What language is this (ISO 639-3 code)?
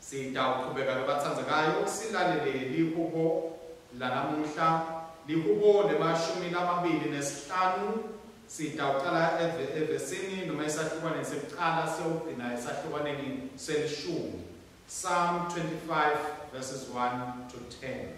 ssw